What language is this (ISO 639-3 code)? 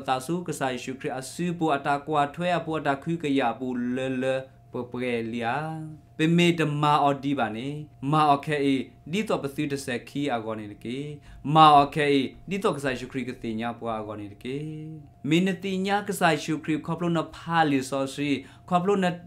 ksw